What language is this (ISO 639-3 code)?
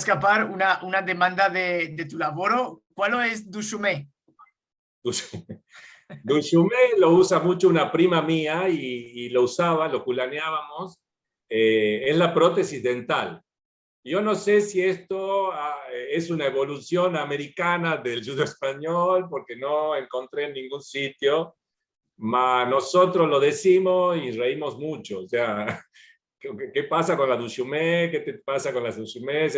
lad